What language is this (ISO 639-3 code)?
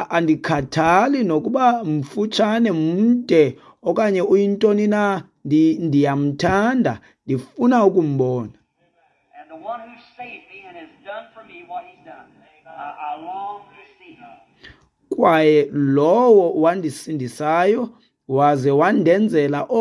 xho